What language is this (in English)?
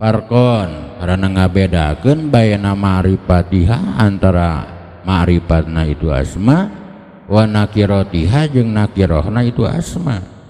Sundanese